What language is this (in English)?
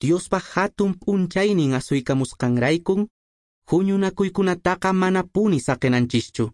Quechua